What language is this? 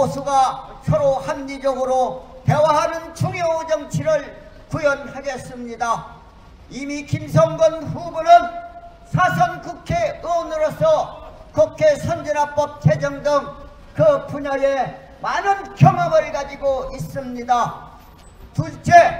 Korean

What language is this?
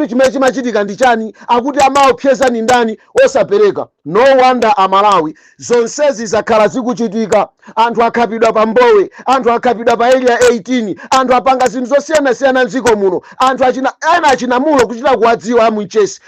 Nyanja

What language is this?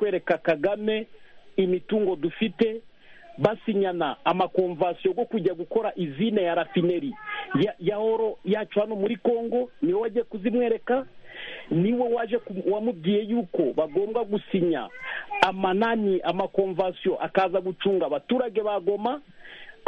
Kinyarwanda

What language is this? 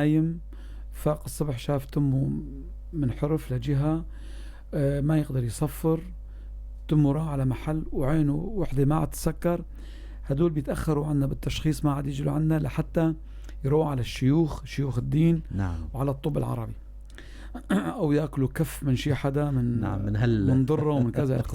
North Levantine Arabic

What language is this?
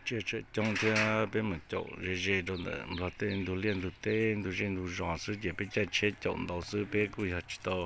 Hmong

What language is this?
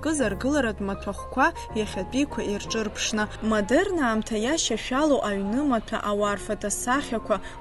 Abkhazian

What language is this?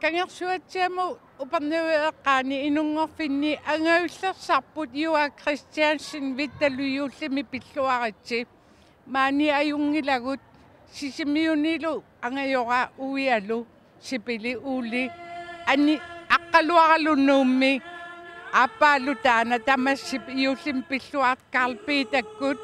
Kalaallisut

